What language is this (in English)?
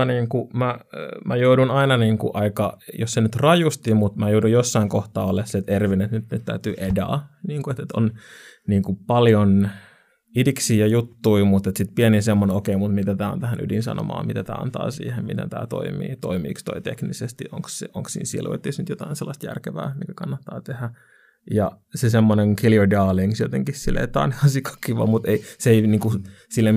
Finnish